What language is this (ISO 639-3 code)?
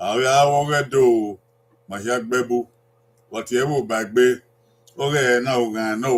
bin